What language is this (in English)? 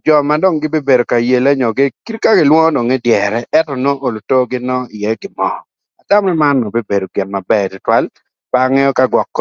Acoli